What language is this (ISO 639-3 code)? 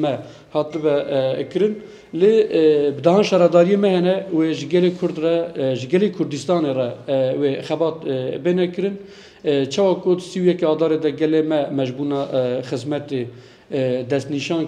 kur